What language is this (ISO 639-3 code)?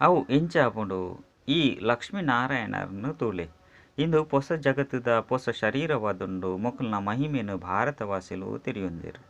tcy